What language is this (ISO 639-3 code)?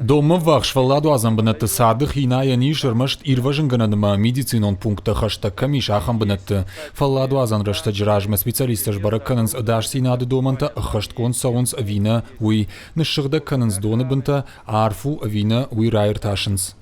oss